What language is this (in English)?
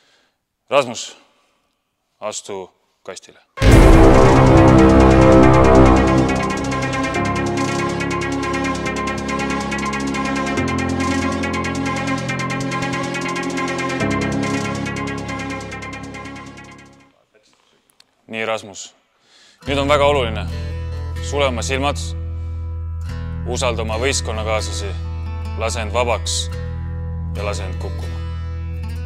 Estonian